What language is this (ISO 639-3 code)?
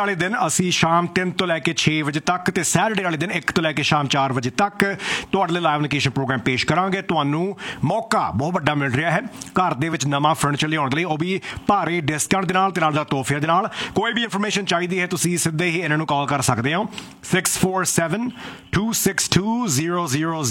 pan